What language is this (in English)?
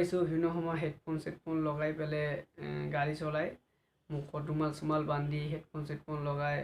Assamese